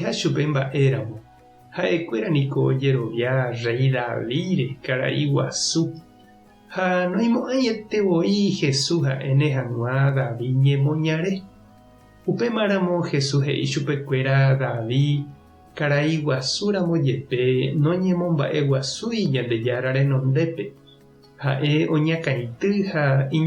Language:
Guarani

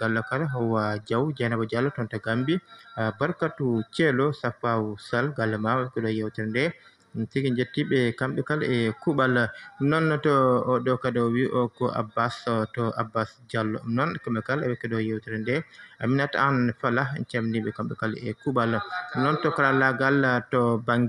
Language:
Fula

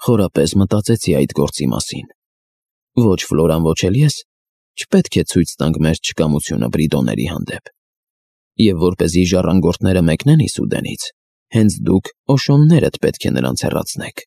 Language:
Armenian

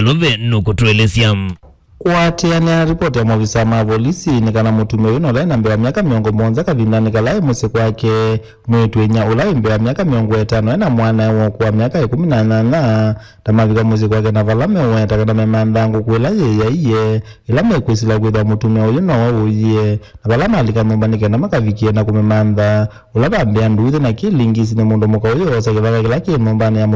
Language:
Kamba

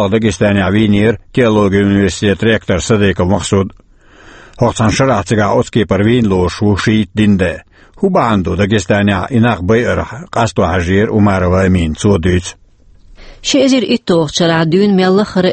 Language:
Chechen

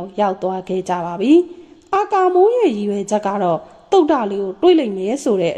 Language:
Burmese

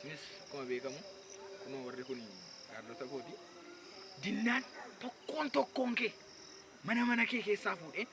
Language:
Oromo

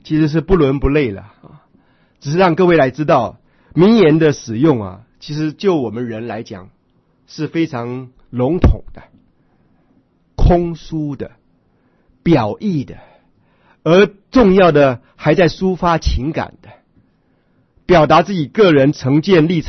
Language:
Chinese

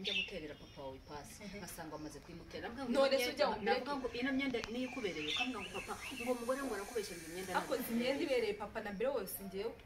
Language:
Kinyarwanda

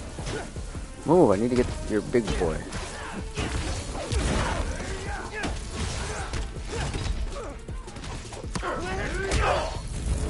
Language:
English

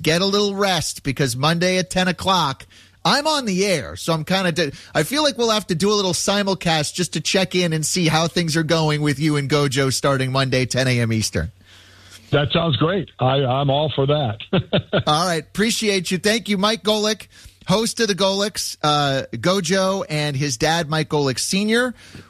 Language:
English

